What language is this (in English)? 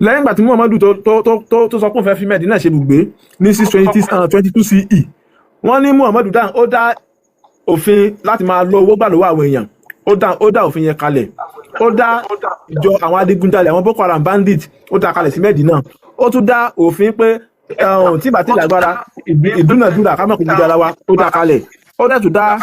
Yoruba